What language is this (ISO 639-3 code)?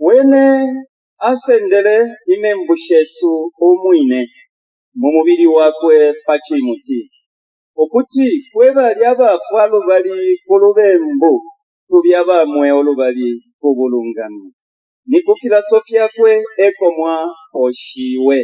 bem